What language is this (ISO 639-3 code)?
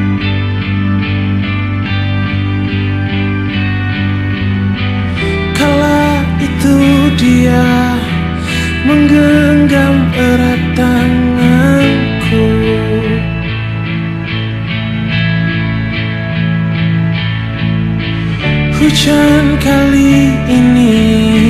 ind